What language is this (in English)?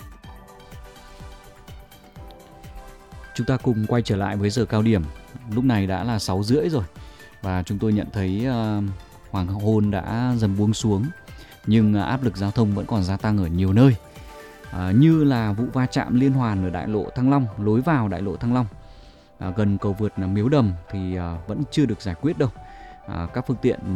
Vietnamese